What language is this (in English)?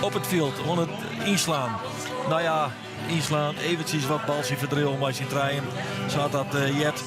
Western Frisian